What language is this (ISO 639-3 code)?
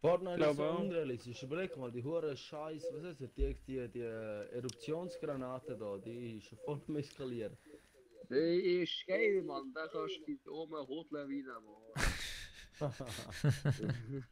gsw